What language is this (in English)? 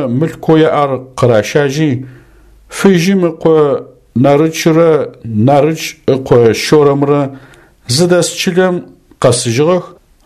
Adyghe